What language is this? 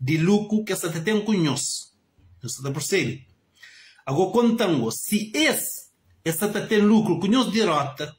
Kabuverdianu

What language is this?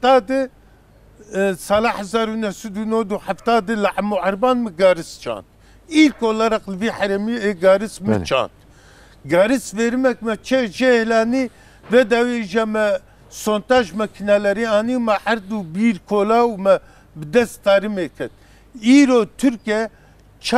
Kurdish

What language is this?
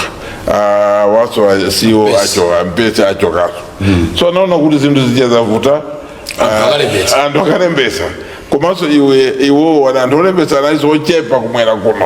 Nyanja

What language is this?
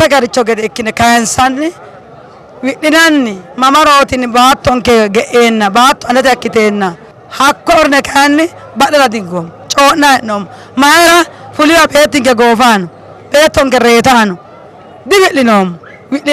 Sidamo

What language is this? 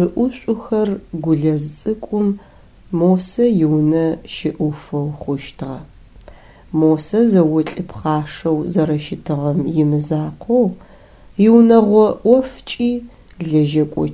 Adyghe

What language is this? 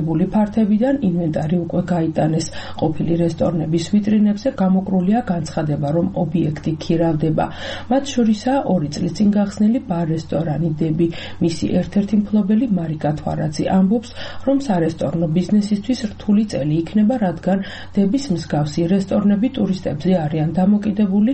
Georgian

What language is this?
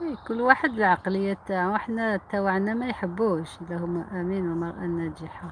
Algerian Arabic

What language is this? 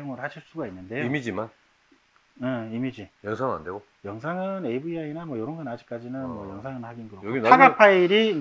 Korean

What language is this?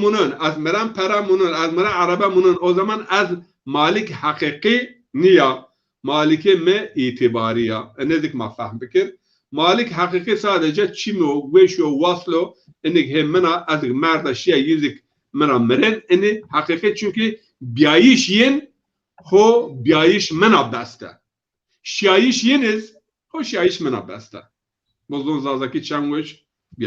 Zaza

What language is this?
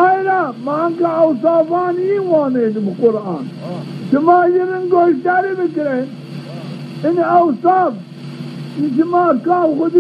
Zaza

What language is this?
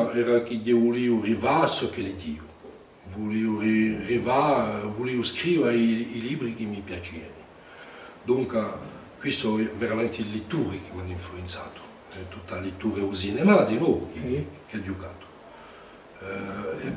Corsican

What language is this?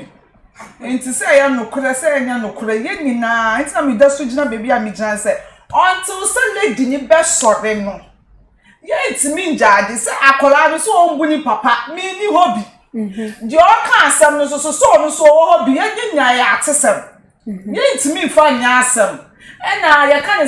Akan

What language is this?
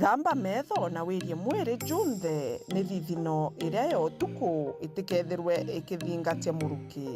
Meru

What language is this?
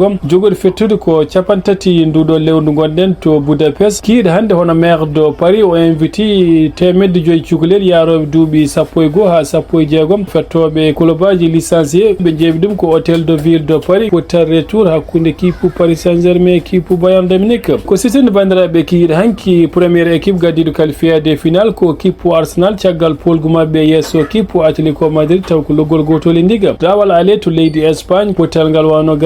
Fula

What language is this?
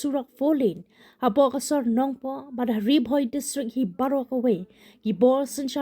Khasi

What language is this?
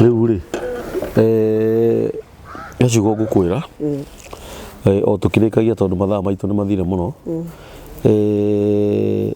Kikuyu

